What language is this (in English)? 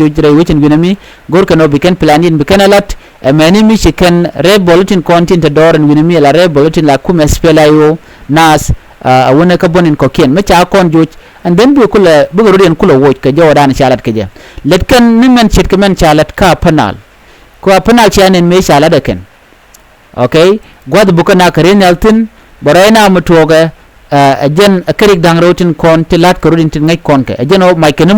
Nuer